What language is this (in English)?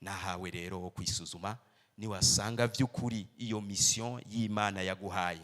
Rundi